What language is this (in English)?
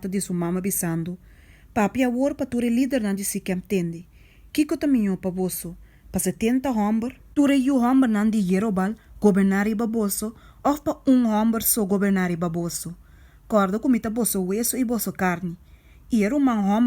Papiamento